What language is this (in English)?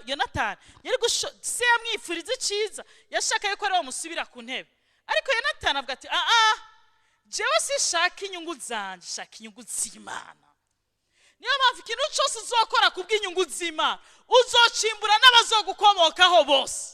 Rundi